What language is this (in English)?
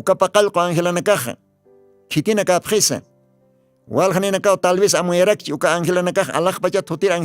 Aymara